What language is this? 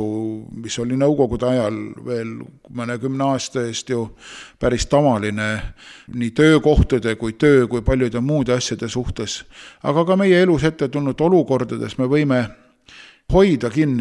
Estonian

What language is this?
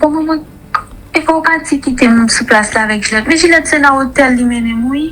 Haitian Creole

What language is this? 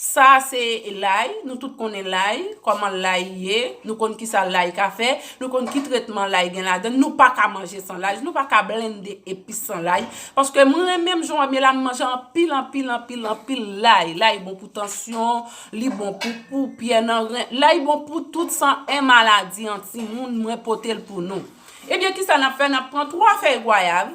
Haitian Creole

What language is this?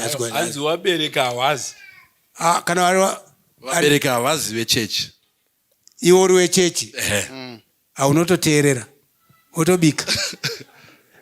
Shona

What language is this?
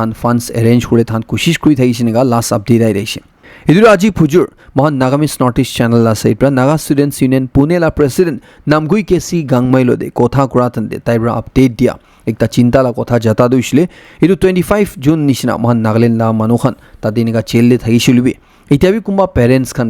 Naga Pidgin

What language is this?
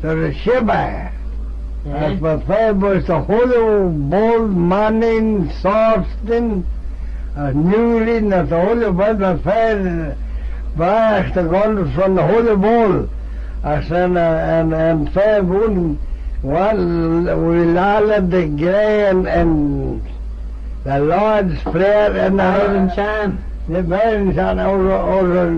Manx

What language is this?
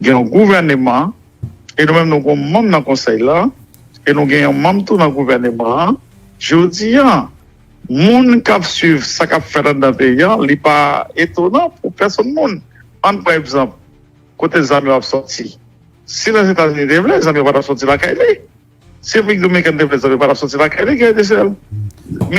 Haitian Creole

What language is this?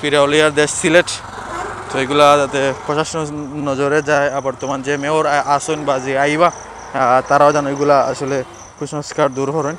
Sylheti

